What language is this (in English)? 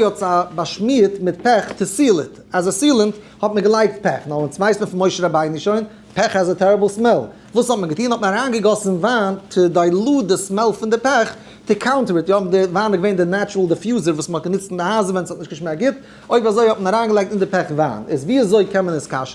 Yiddish